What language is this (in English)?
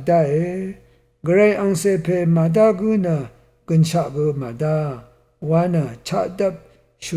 Rawang